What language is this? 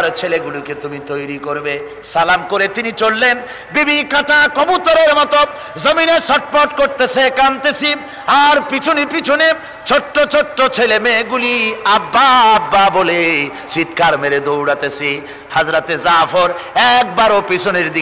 Bangla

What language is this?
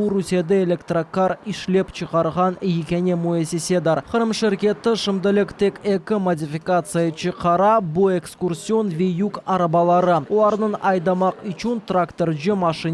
Crimean Tatar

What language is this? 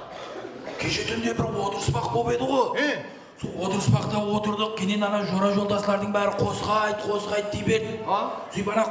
Kara-Kalpak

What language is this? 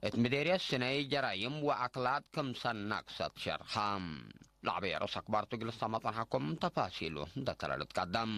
Tigre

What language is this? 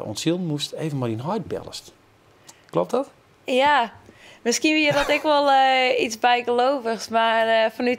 Western Frisian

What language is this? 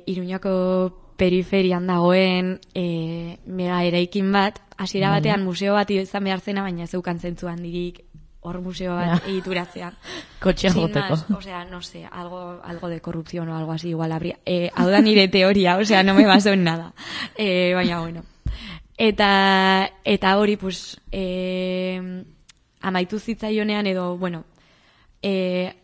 Basque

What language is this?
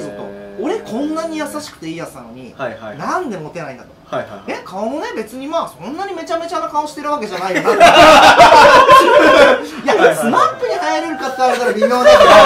Japanese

